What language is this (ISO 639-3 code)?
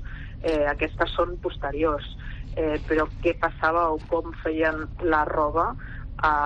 cat